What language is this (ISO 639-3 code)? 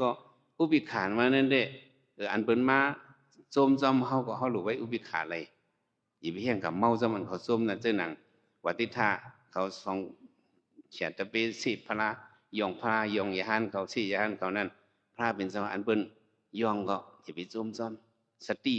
shn